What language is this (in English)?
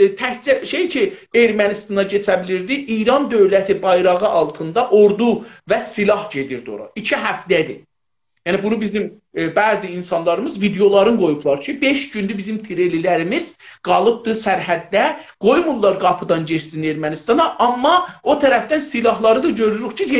South Azerbaijani